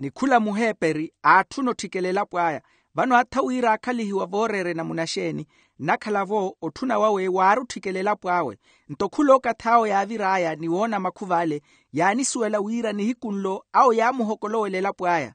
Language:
Makhuwa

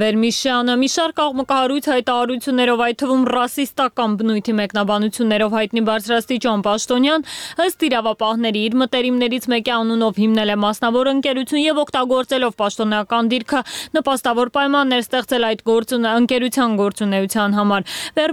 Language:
Armenian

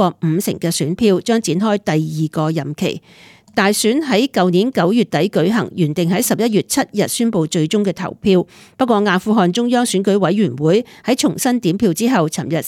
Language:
Cantonese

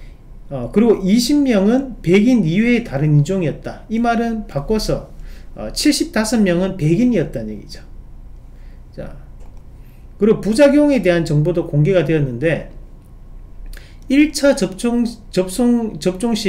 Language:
Korean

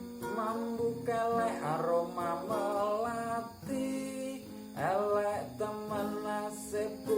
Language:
Javanese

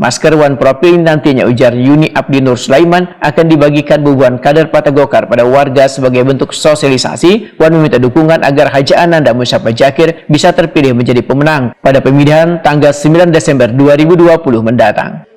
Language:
Banjar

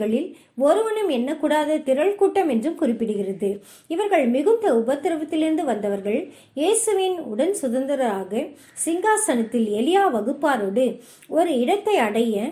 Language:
Tamil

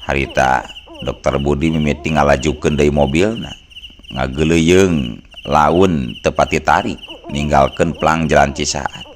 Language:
Sundanese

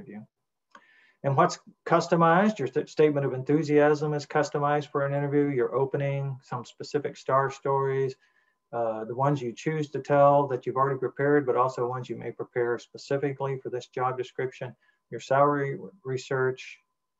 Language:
English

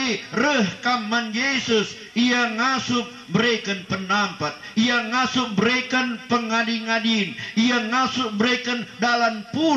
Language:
Batak Karo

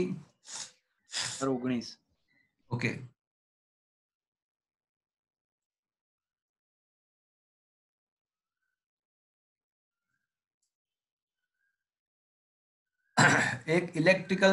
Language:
Gujarati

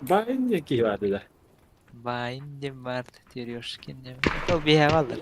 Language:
Yakut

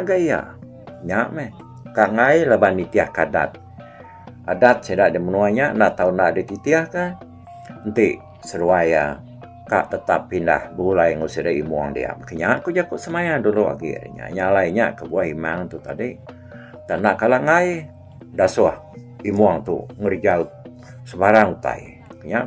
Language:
Iban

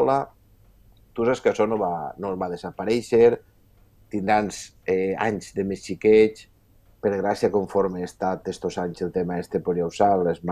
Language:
Catalan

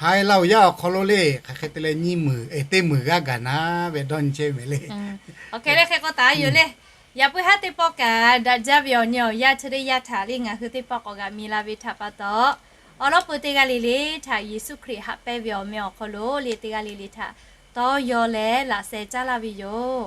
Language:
Lahu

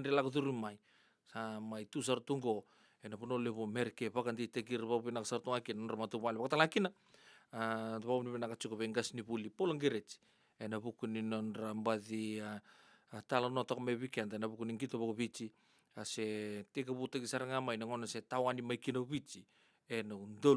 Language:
Fijian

